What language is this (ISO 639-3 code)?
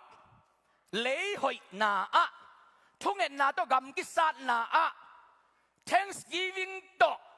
ctd